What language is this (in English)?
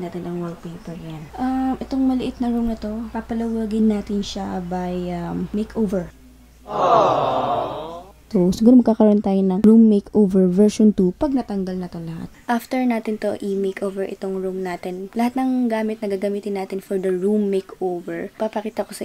Filipino